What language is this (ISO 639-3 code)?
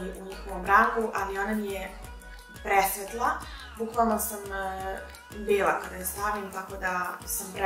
srp